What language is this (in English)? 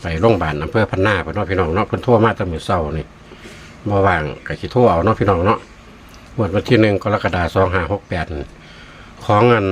Northeastern Thai